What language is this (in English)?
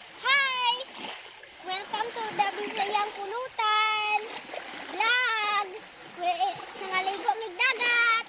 Cebuano